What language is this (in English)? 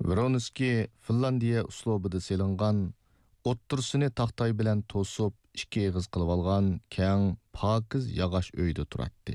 Uyghur